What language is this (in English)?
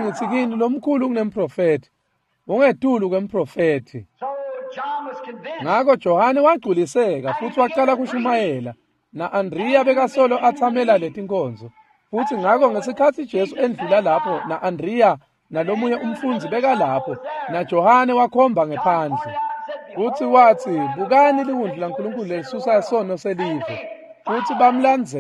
Swati